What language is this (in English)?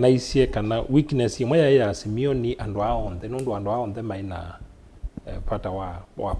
Kamba